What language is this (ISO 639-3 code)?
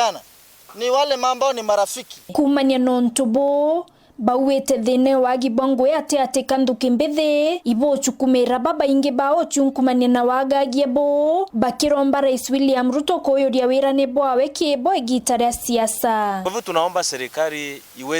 mer